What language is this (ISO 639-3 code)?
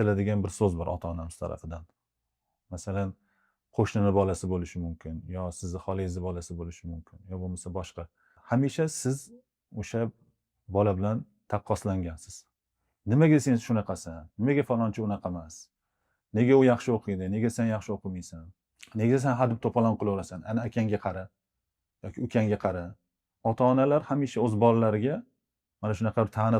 uzb